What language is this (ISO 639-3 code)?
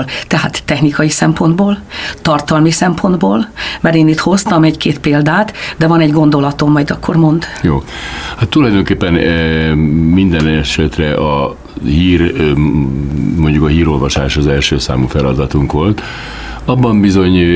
hun